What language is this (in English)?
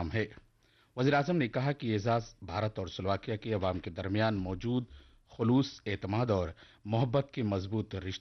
Urdu